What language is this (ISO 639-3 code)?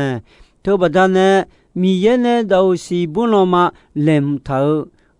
ahk